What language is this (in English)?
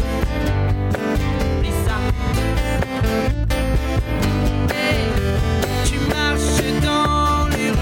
French